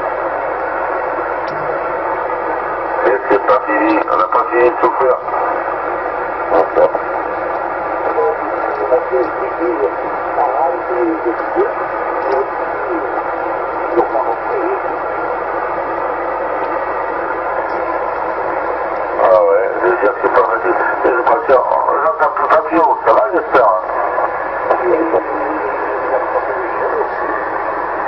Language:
French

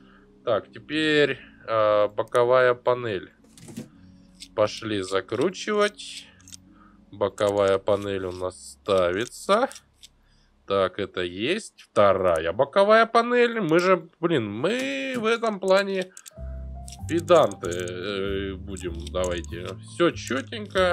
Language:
Russian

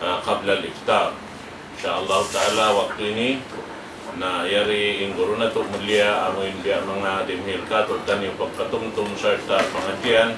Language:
Tausug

